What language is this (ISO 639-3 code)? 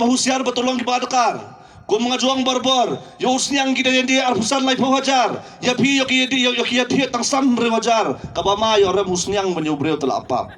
kha